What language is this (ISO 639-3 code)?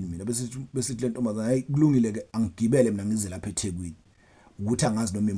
zul